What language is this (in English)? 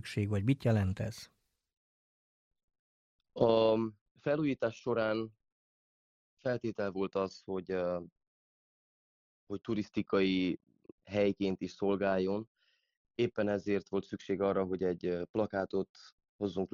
Hungarian